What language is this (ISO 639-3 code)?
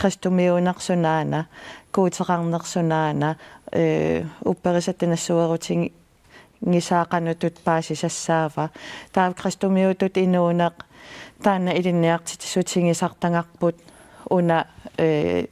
kal